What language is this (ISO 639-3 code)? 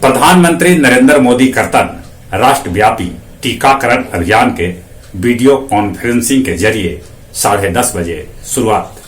mag